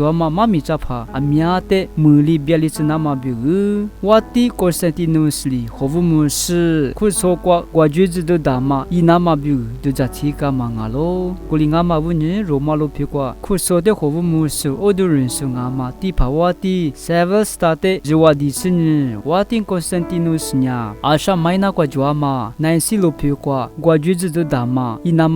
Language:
Lisu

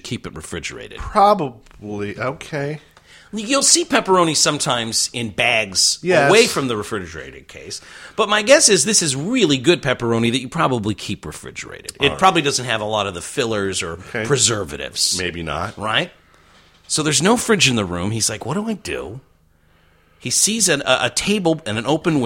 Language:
English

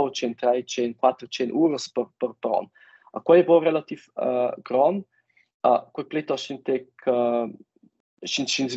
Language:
Romansh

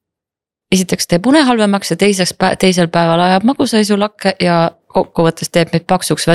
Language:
Estonian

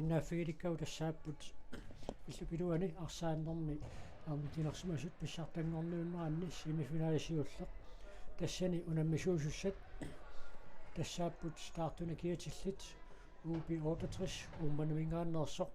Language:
Kalaallisut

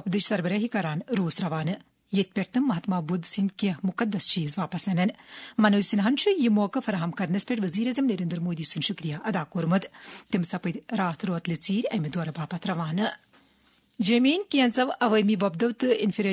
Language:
Kashmiri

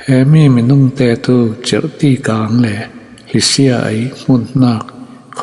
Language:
Falam Chin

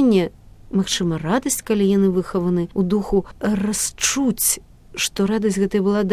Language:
Belarusian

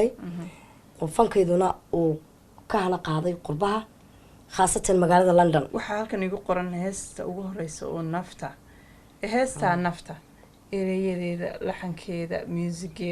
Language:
Somali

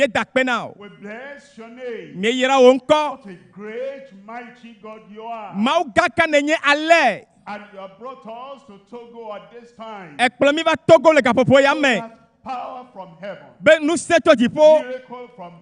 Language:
Ewe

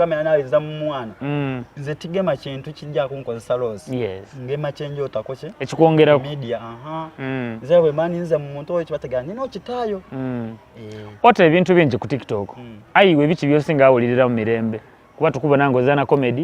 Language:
Soga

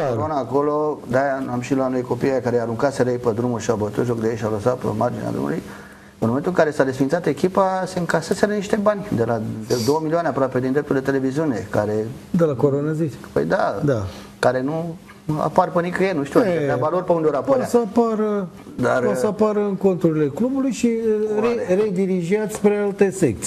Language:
Romanian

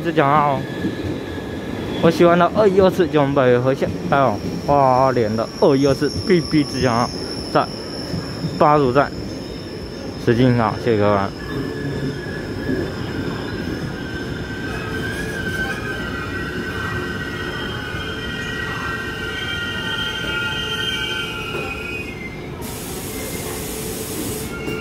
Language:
Chinese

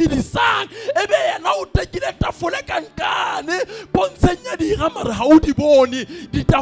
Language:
Southern Sotho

